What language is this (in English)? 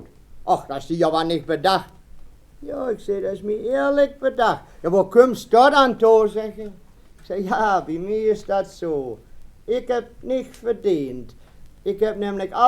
Westphalien